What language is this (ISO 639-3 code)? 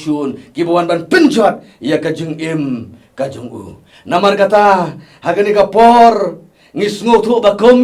kha